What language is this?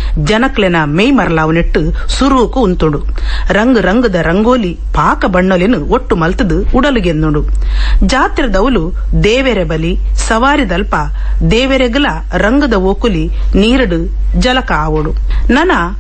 Tulu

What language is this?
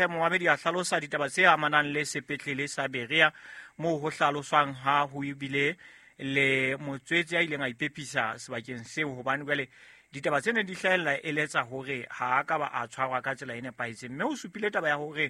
Southern Sotho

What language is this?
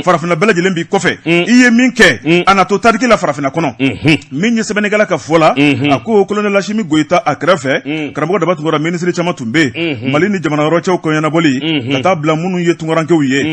Bambara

